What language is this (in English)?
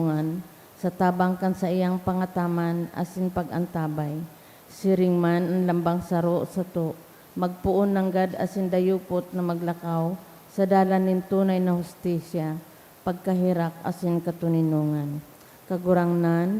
Bikol